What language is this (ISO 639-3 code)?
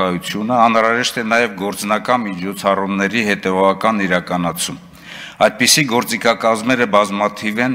hye